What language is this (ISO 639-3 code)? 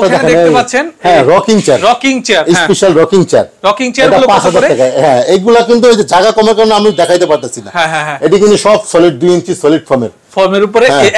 ben